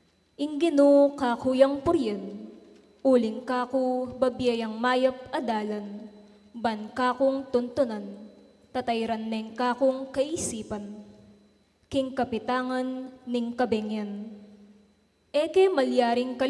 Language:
Pampanga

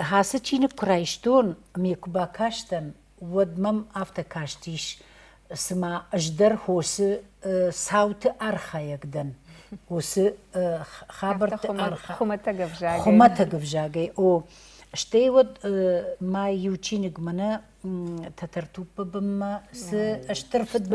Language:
Ossetic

